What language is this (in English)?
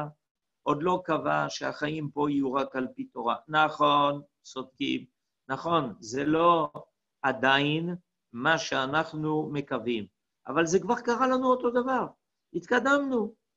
Hebrew